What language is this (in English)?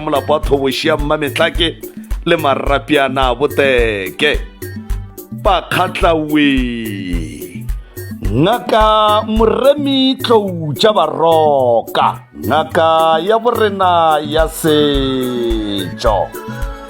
Northern Sotho